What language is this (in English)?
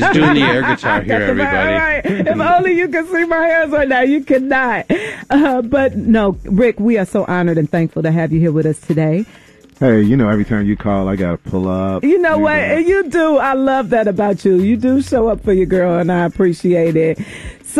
English